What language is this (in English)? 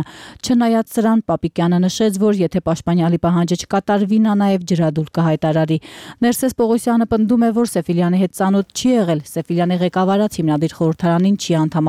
Armenian